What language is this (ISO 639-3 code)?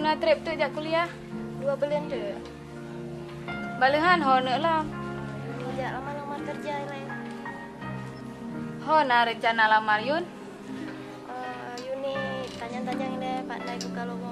msa